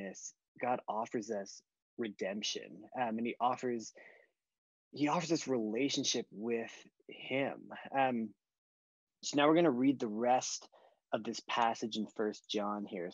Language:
English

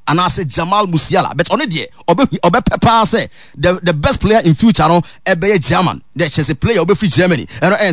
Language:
Akan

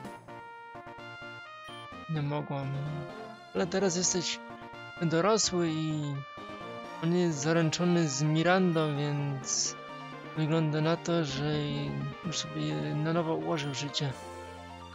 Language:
Polish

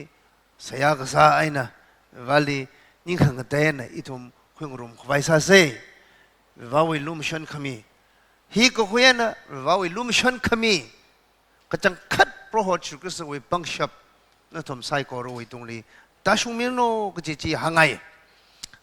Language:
Tangkhul Naga (India)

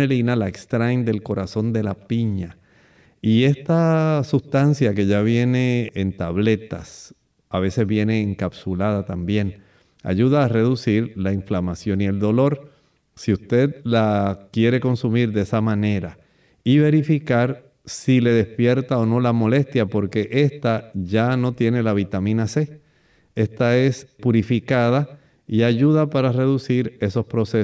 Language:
Spanish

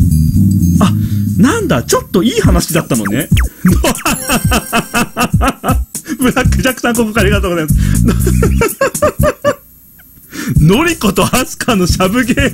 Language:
Japanese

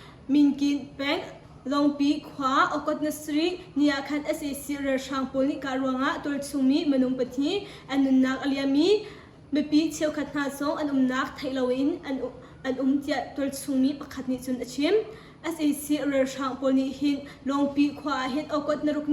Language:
Hakha Chin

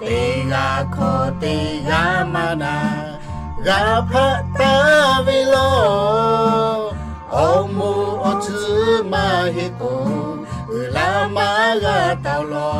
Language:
Lahu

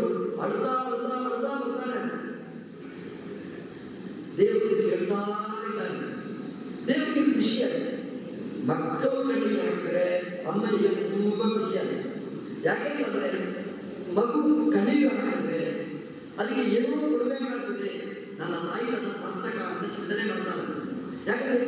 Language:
Kannada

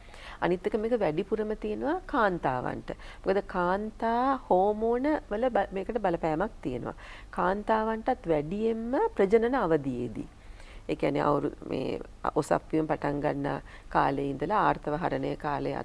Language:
Sinhala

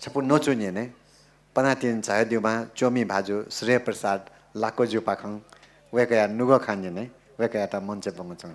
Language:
Newari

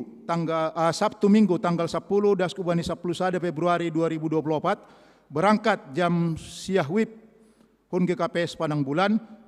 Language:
Batak Simalungun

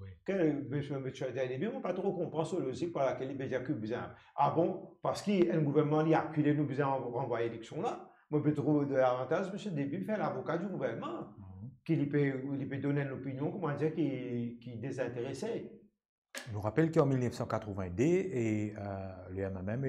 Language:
Morisyen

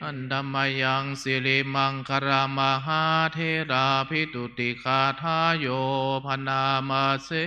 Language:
Pali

